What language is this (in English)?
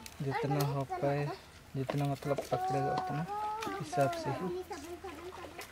Hindi